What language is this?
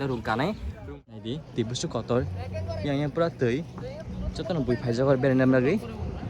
Kok Borok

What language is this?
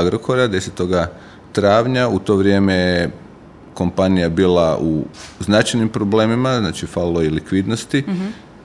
Croatian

